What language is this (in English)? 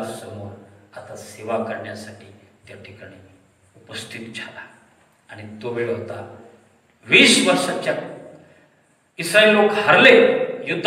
Marathi